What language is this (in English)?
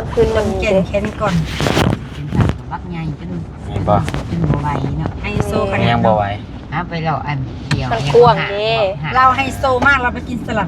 Lao